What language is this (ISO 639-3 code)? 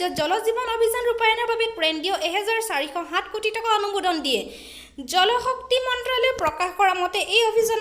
asm